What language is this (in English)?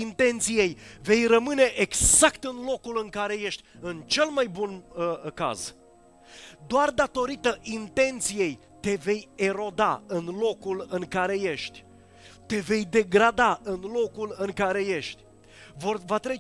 Romanian